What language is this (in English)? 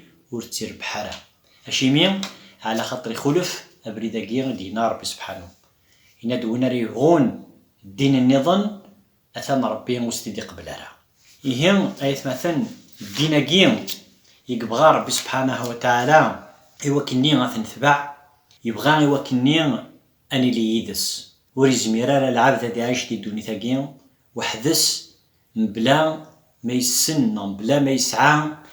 Kabyle